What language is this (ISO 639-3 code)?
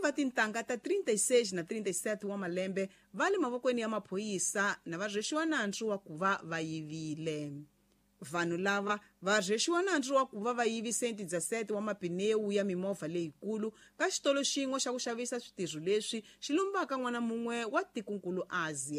tso